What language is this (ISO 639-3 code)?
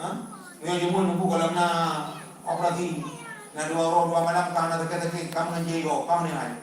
ace